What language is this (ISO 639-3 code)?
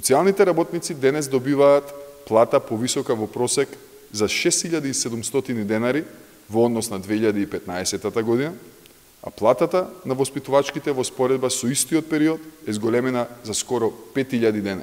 mkd